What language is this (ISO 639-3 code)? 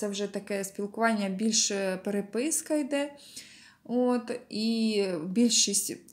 ukr